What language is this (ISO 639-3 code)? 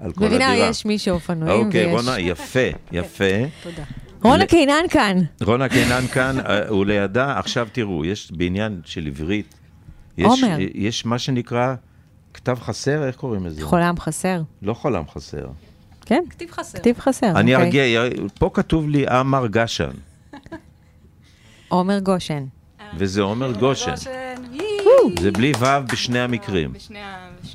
heb